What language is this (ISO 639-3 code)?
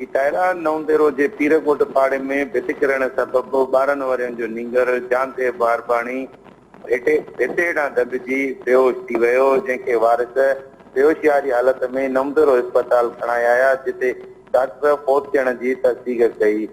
snd